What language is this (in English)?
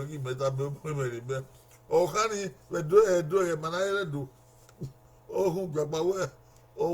Bini